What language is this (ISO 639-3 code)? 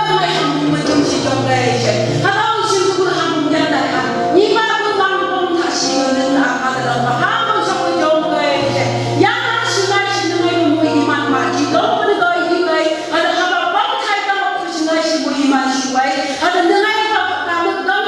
nph